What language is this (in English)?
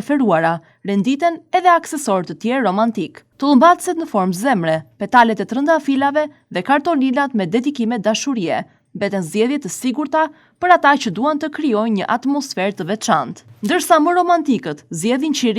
Albanian